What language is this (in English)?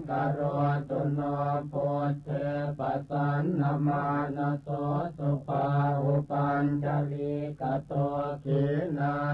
Pali